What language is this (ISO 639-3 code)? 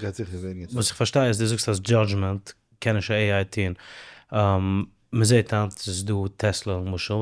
yid